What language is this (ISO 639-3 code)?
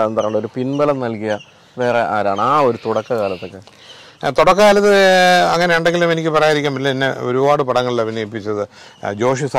mal